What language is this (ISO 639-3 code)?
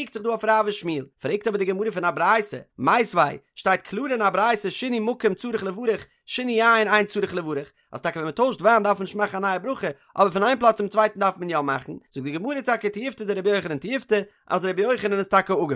yid